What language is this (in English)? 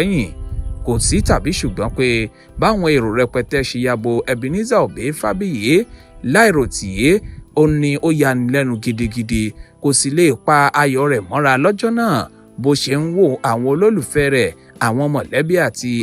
Yoruba